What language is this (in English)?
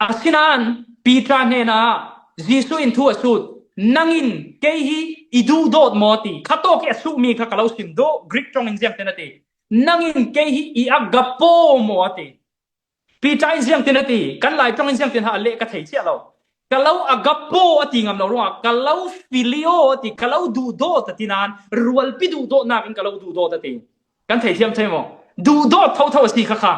Falam Chin